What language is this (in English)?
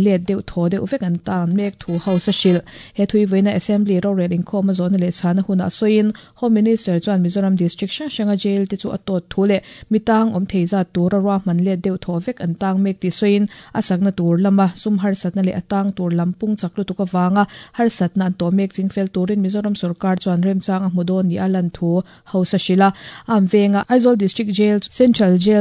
Mizo